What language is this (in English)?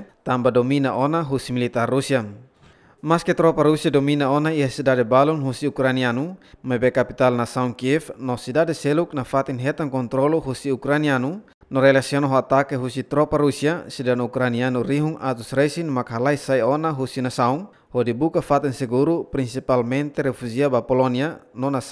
Tetum